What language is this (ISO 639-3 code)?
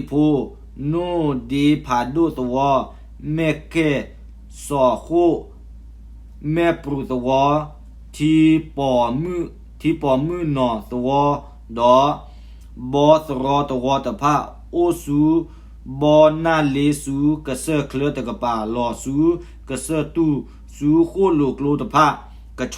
ksw